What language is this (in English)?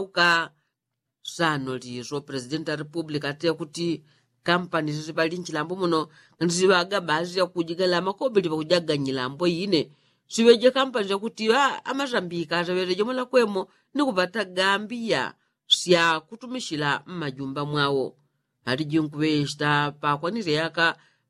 Yao